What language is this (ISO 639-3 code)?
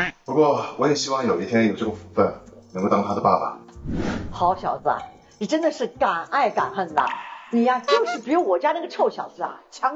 zho